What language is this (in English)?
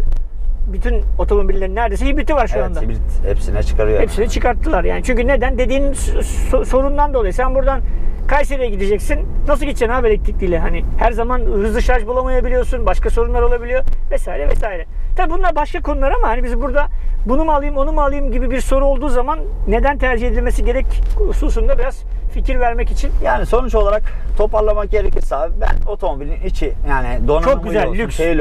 Turkish